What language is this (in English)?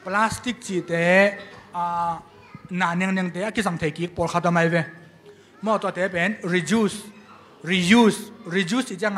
Tedim Chin